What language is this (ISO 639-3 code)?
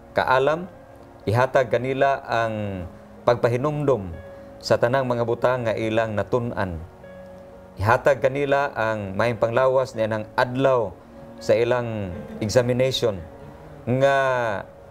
ceb